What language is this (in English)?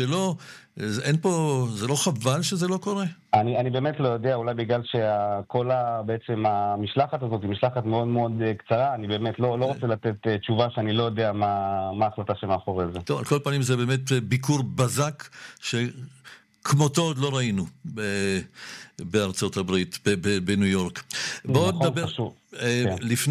Hebrew